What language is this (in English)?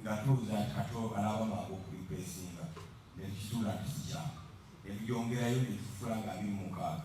Ganda